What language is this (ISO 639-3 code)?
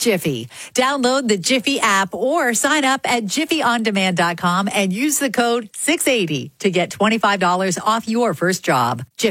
eng